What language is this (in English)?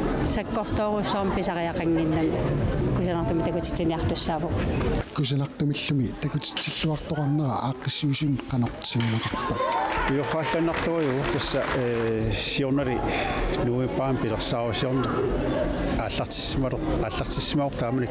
Kalaallisut